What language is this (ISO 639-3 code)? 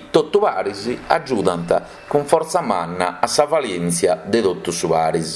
srd